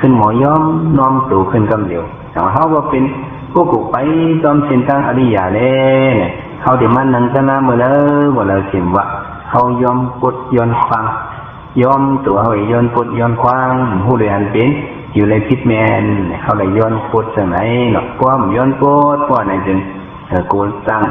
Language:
Shan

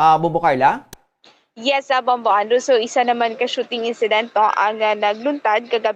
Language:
Hiligaynon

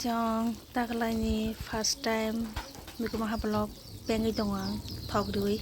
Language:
Kok Borok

